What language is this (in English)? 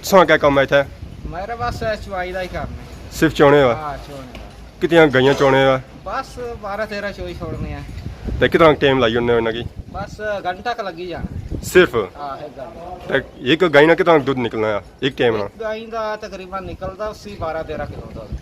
Pahari-Potwari